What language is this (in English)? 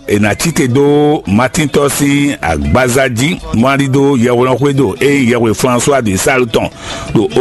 Fon